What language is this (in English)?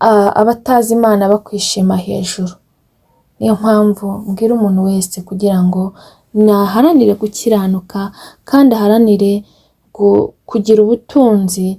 Kinyarwanda